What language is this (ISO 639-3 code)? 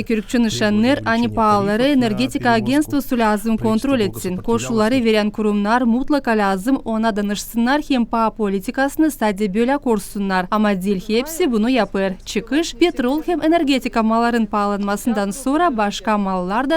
gag